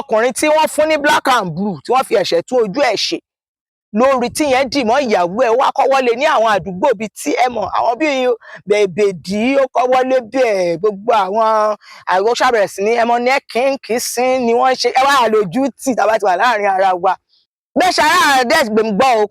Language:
Yoruba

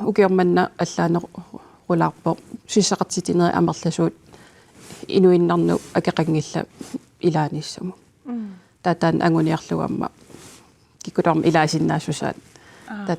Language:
Kalaallisut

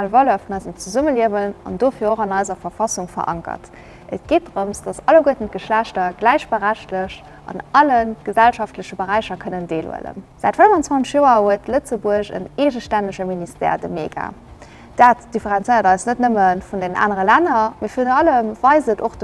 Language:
Luxembourgish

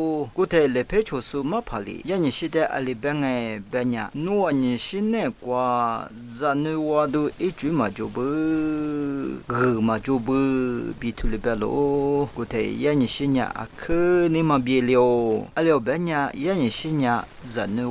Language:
Lisu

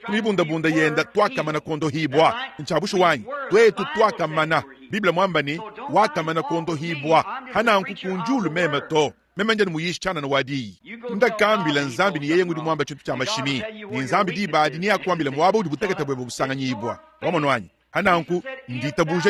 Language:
Luba-Lulua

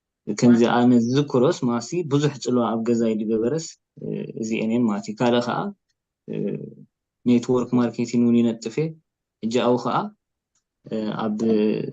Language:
Tigrinya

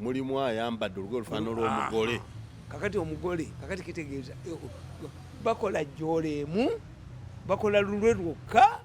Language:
Ganda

